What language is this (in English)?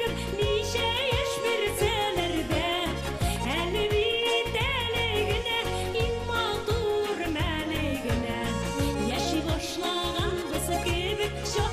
Bashkir